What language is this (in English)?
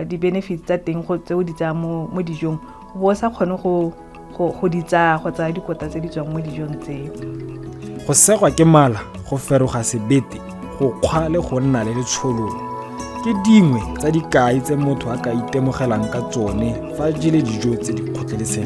Tswana